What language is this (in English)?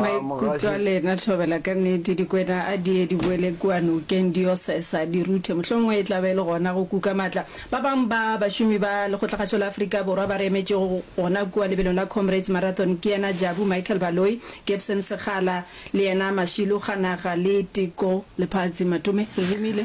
Northern Sotho